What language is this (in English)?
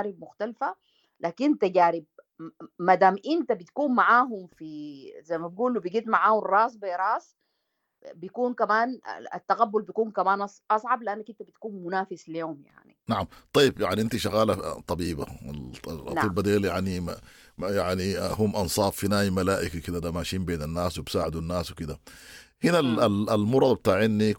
Sudanese Arabic